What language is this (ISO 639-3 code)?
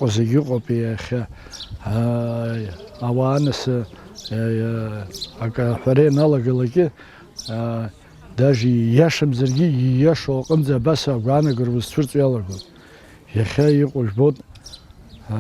abk